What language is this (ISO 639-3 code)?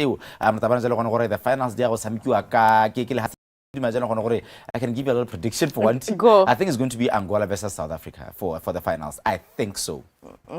tsn